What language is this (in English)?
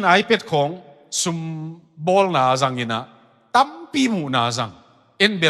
Tedim Chin